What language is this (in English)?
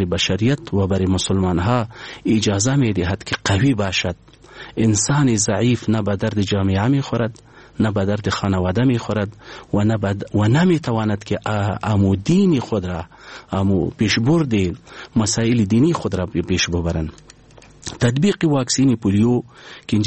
Persian